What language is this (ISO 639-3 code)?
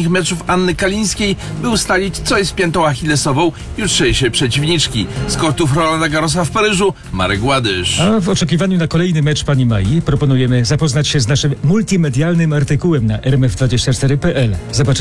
pol